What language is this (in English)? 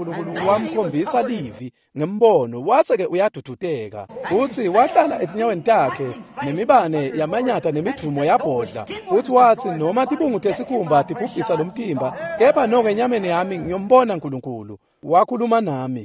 Swati